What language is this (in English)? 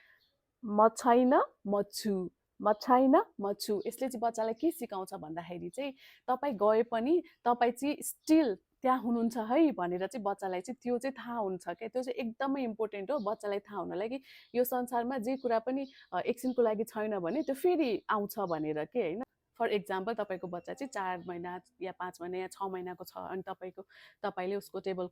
Nepali